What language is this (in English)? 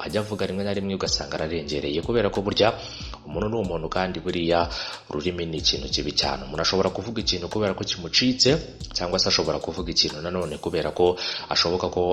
Kinyarwanda